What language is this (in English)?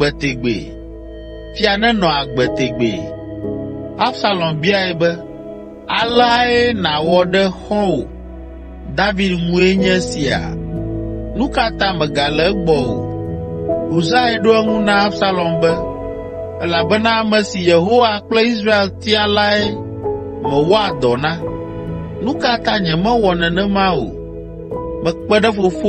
Ewe